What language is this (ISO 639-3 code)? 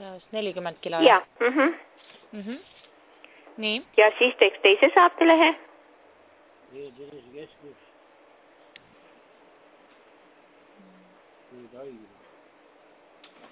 est